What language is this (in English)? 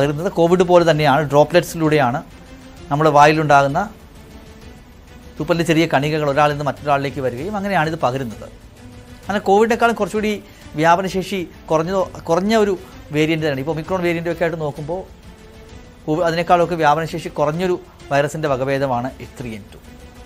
Malayalam